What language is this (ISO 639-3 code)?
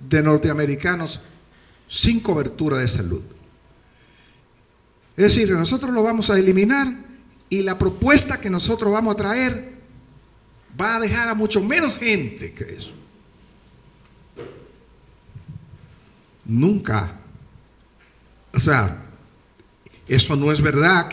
spa